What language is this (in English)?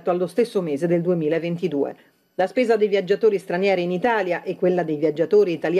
Italian